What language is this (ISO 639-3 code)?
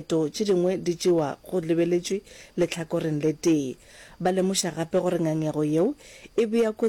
nso